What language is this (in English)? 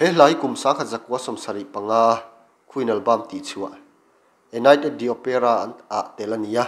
Mizo